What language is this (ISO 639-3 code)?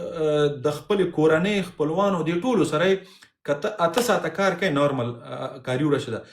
pus